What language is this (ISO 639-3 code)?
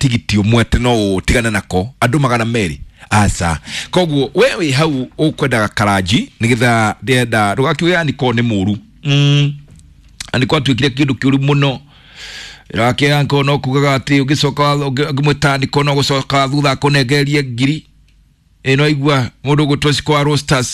kik